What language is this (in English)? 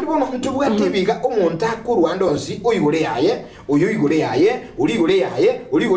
Gusii